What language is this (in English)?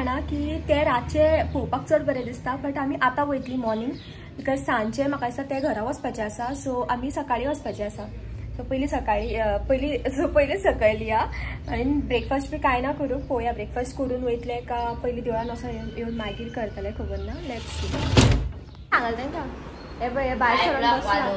Konkani